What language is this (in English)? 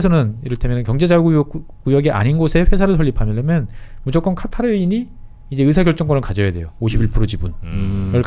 Korean